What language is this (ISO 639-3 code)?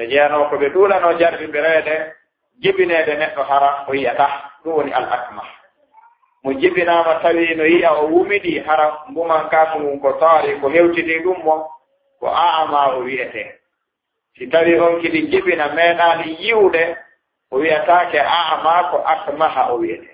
ful